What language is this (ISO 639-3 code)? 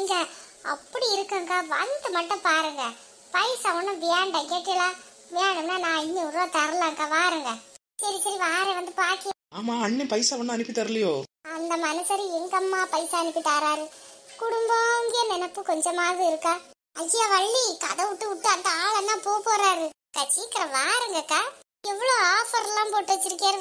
tam